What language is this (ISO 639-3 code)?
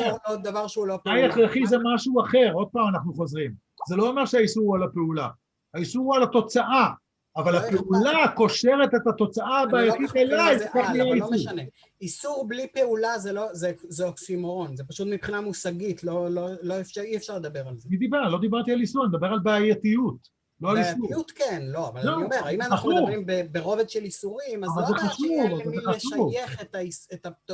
heb